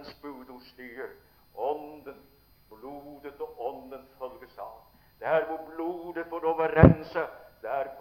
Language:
Norwegian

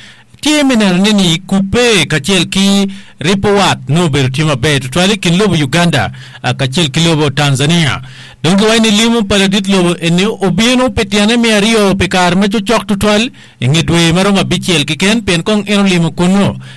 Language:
Acoli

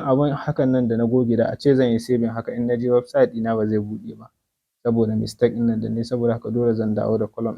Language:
Hausa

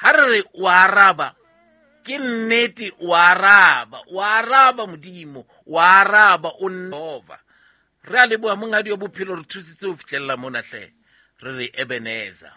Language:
Southern Sotho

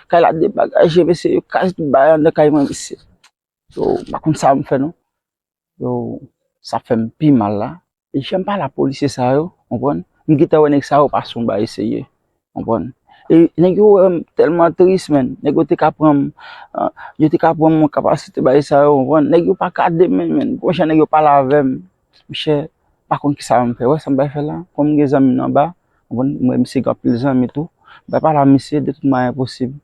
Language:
Haitian Creole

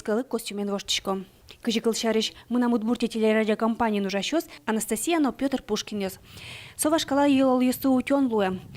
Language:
Udmurt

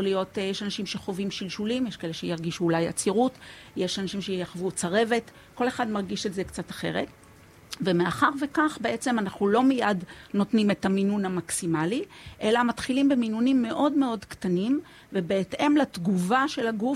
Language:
Hebrew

